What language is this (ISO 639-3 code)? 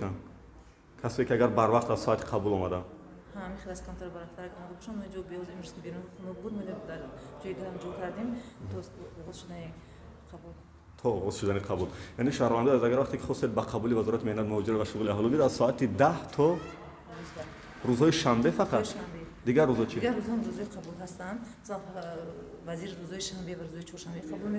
tgk